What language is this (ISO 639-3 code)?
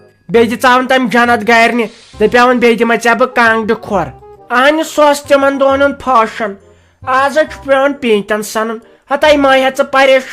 kas